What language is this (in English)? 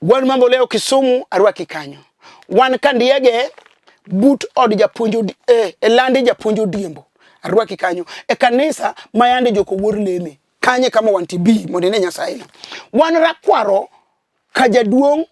Luo (Kenya and Tanzania)